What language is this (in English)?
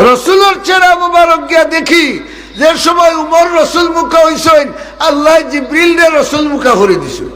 Sylheti